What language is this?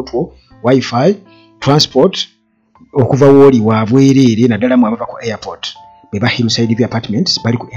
Ganda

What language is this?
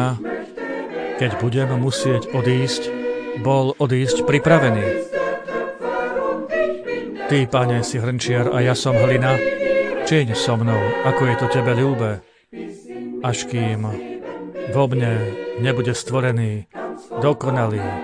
Slovak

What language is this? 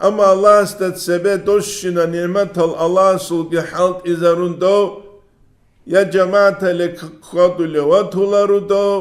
Avaric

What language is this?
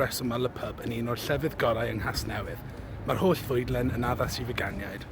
Welsh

